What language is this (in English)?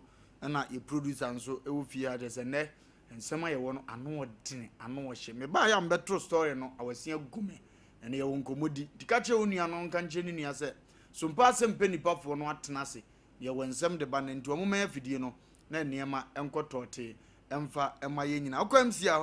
Akan